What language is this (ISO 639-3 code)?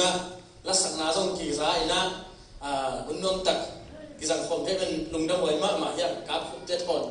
ctd